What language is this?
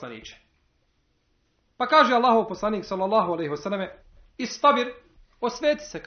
Bosnian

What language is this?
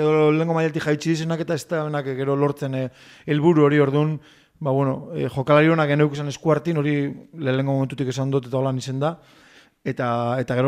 Basque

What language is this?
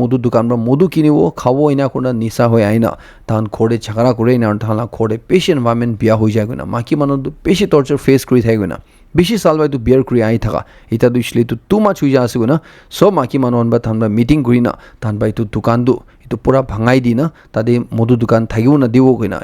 Naga Pidgin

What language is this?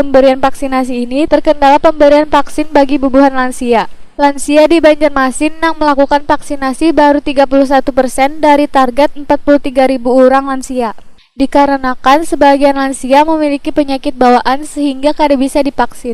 Banjar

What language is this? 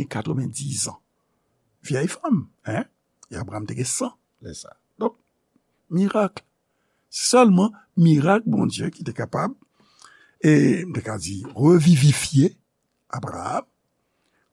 Haitian Creole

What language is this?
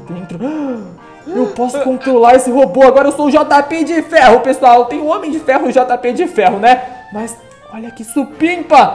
Portuguese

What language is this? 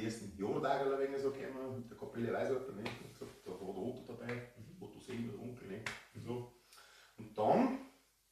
Bavarian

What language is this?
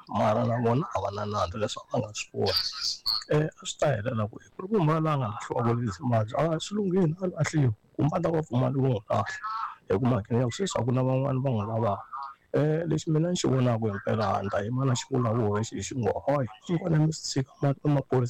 Tsonga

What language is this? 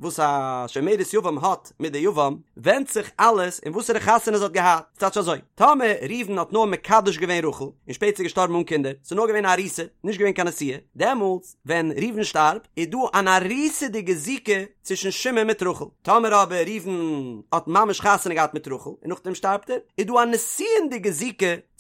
Yiddish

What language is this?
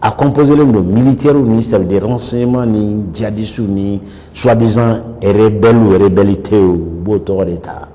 Bambara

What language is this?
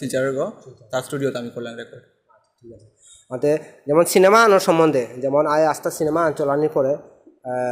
Bishnupriya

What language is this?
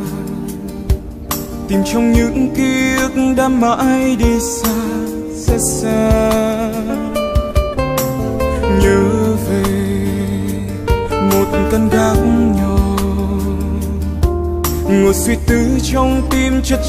Vietnamese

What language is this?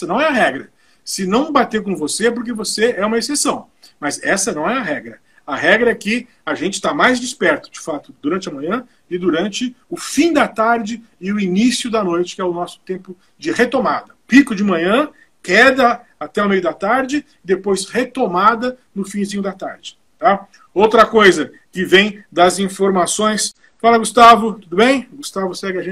Portuguese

